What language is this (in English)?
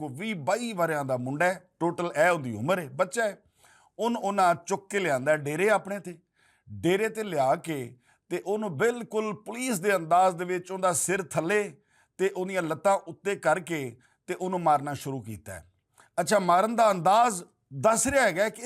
Western Panjabi